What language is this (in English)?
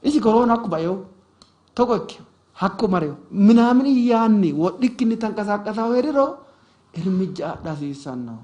Sidamo